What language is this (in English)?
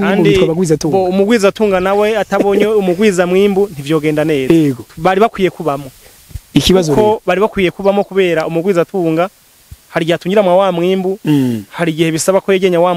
Rundi